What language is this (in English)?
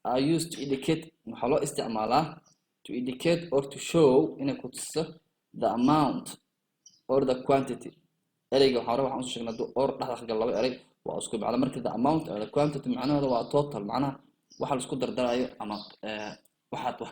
Somali